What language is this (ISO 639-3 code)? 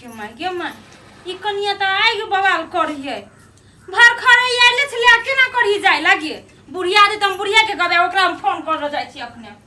mai